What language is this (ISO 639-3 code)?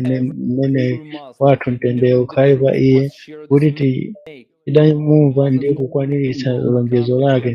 nya